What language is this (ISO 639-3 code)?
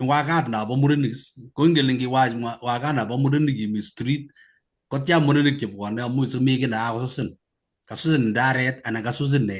kln